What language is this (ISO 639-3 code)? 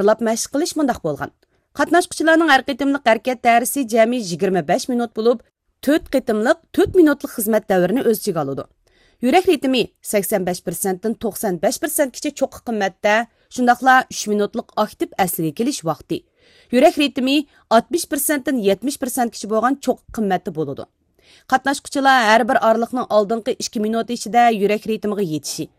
uig